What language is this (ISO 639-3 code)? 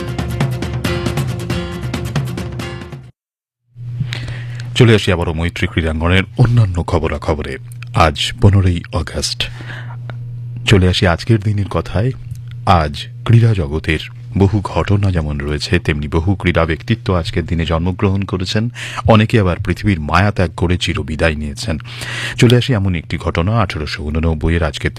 ben